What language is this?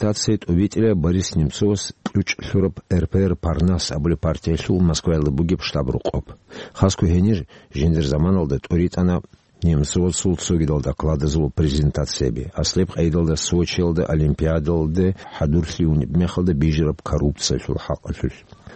Avaric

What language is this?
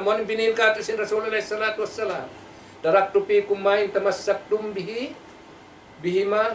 Tausug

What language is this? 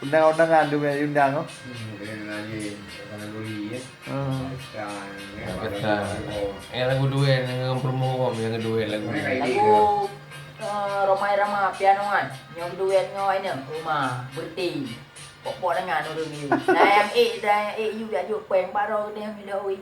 Achinese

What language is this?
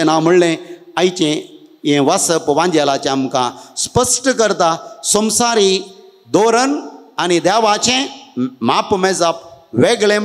Konkani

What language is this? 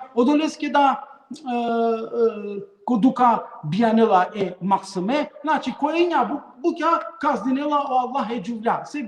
Balkan Romani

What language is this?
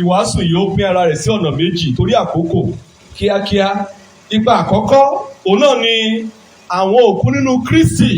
Yoruba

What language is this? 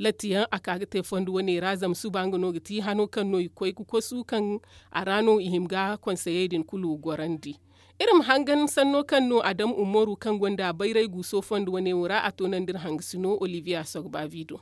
Zarma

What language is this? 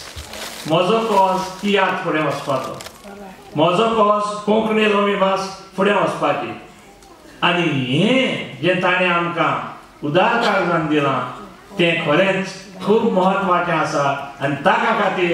Konkani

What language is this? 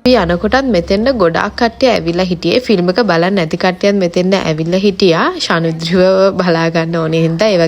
Sinhala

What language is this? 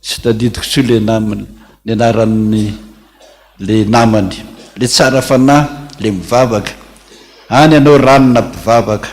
Malagasy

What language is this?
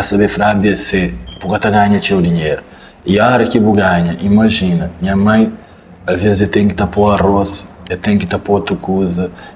Kabuverdianu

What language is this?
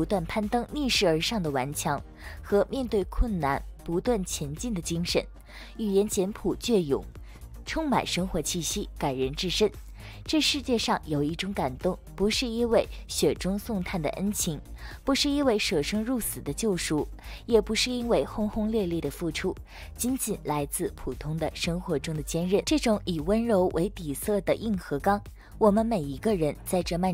Chinese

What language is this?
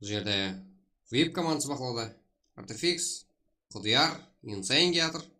Kara-Kalpak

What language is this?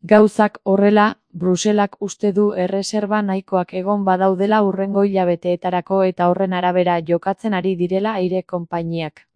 Basque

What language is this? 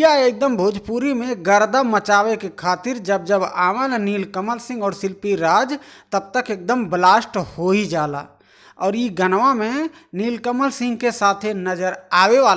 Bhojpuri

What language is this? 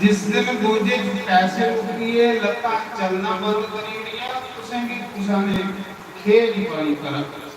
Dogri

